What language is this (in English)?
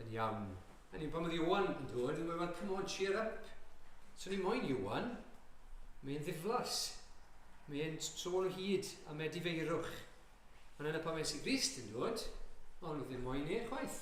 Welsh